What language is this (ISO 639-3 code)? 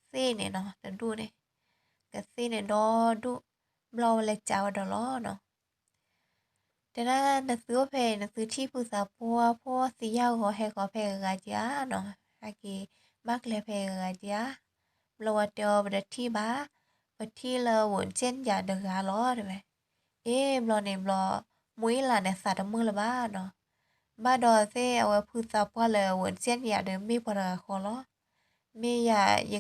ksw